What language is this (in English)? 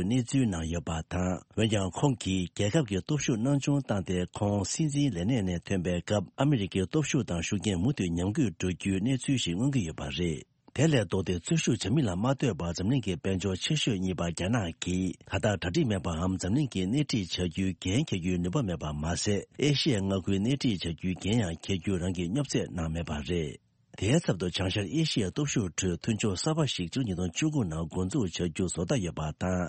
Tibetan